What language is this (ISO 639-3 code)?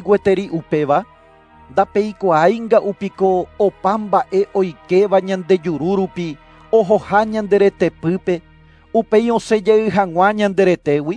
grn